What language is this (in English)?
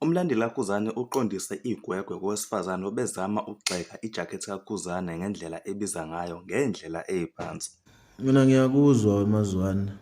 Zulu